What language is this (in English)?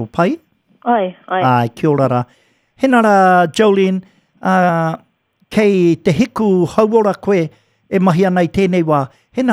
Māori